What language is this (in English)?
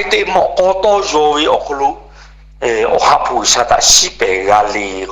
Lahu